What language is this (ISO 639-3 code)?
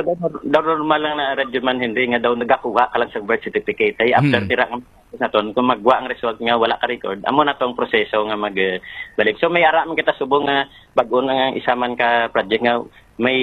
hil